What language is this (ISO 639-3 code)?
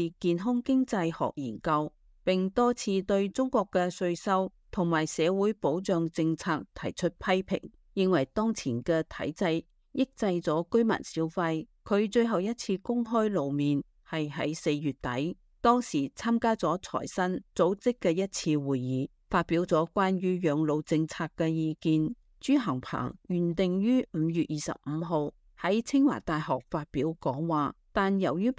yue